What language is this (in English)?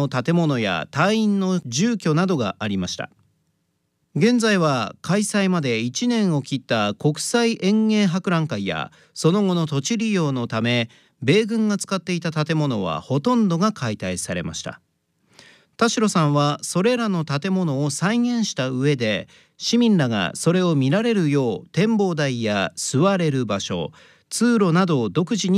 Japanese